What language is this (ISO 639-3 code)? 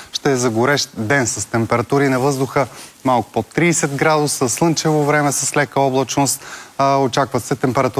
bul